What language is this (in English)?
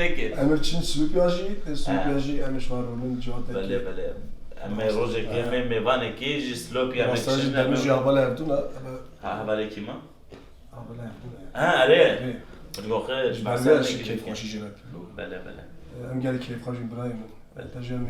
Kurdish